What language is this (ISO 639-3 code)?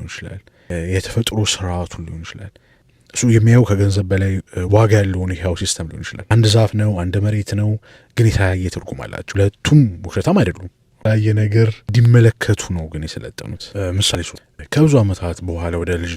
amh